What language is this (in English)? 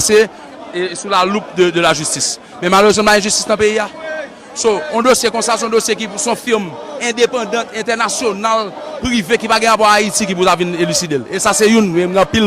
Haitian Creole